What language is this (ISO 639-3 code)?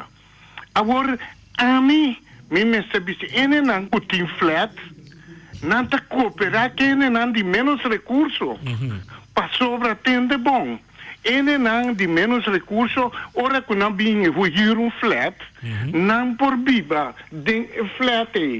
pap